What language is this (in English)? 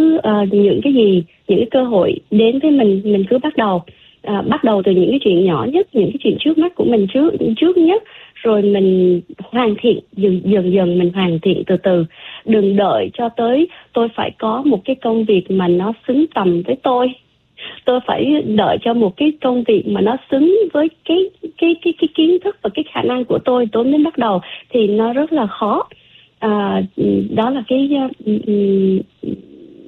Vietnamese